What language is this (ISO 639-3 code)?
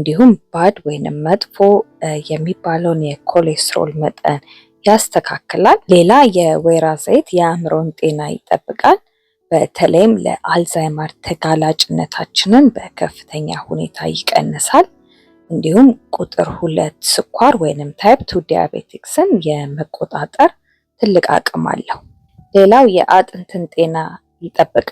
amh